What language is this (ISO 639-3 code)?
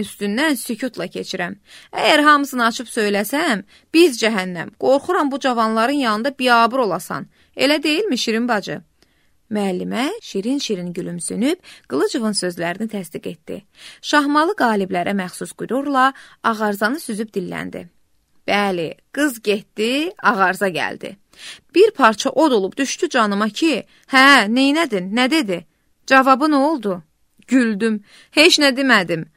aze